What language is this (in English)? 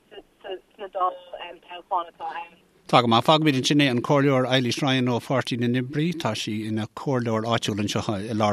Irish